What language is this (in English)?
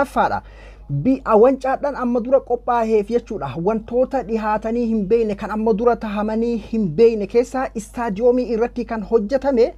Oromo